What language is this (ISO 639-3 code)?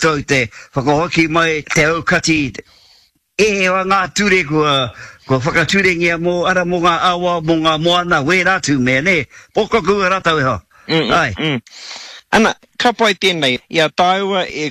mri